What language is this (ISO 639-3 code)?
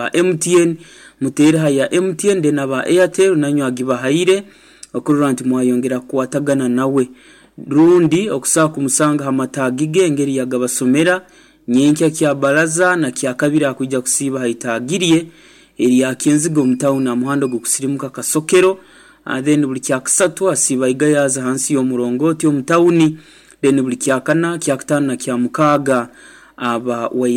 nyn